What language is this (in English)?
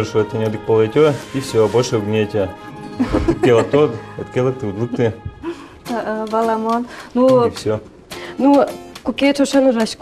Udmurt